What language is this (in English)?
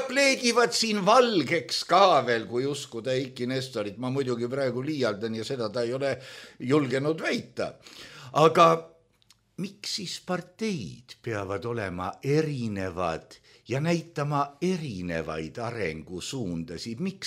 Estonian